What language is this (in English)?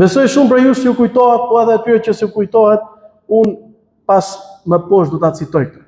Albanian